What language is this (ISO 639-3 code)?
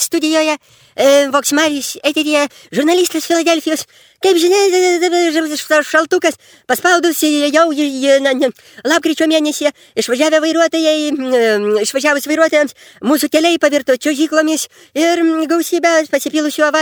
lit